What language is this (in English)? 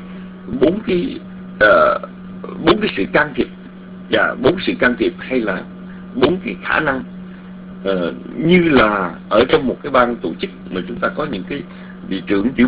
Vietnamese